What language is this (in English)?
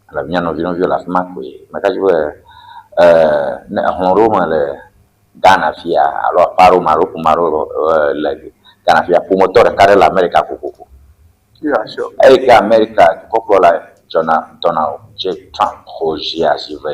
Ewe